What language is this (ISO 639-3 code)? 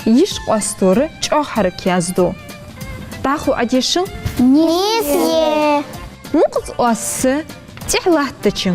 inh